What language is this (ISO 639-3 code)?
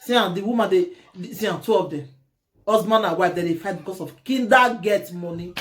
pcm